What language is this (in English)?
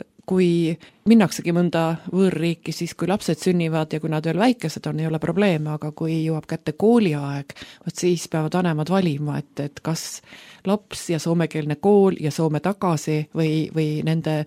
Estonian